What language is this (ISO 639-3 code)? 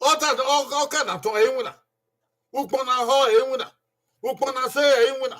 bin